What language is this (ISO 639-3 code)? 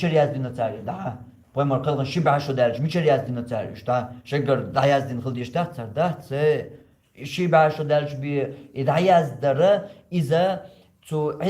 che